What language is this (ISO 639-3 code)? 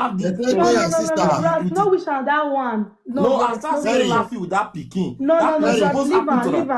pcm